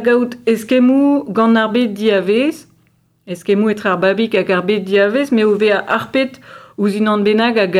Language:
Breton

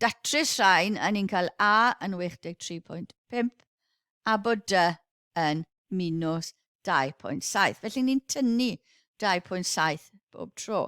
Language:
Welsh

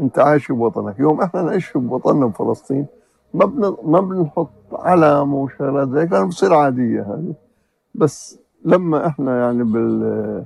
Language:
North Levantine Arabic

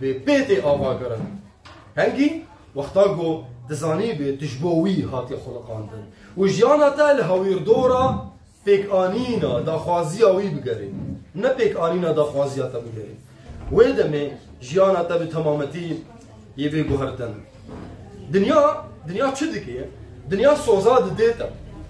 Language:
Kurdish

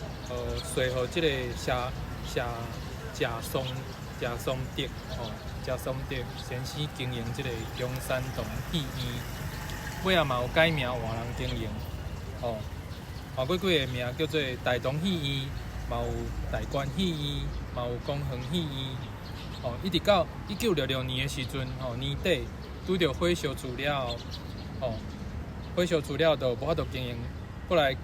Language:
Min Nan Chinese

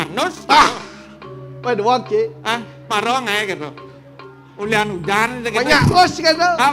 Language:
Balinese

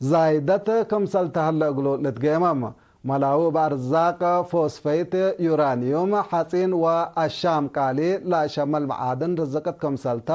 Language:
Tigre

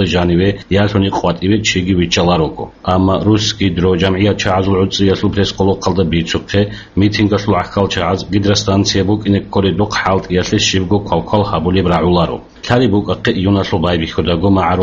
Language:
Avaric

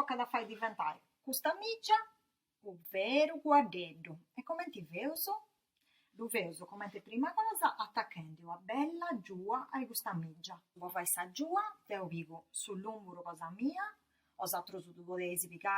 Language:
Sardinian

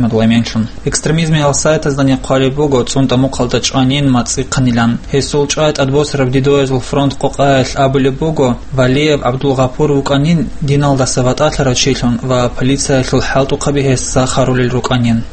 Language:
Avaric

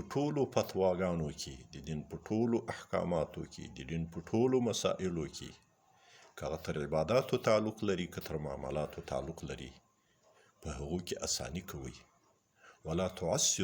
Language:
Pashto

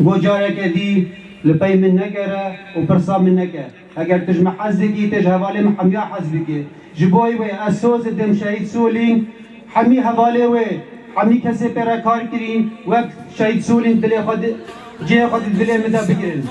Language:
Kurdish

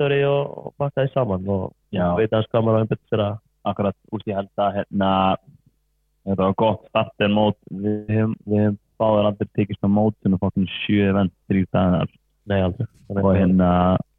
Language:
Icelandic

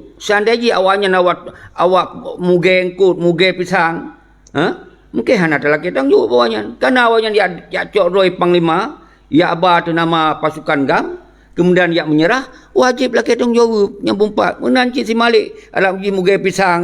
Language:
Achinese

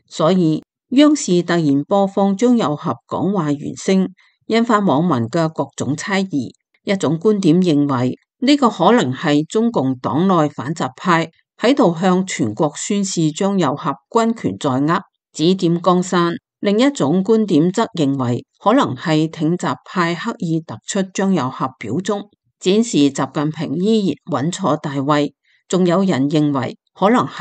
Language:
Cantonese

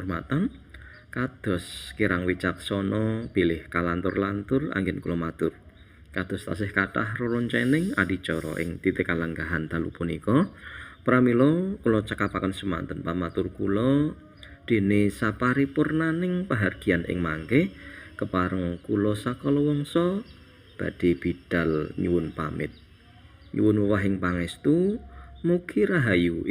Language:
Javanese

